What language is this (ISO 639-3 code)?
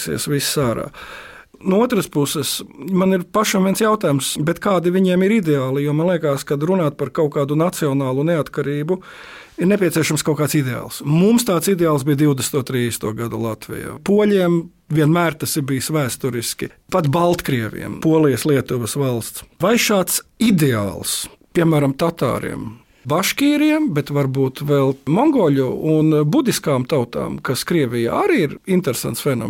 lav